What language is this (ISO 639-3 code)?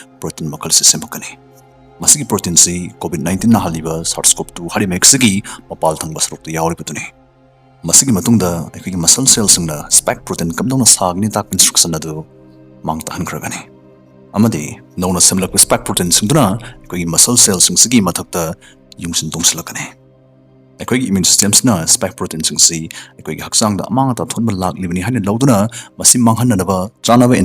mni